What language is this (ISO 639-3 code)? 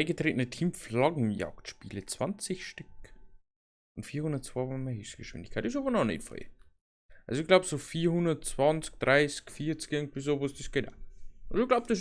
bar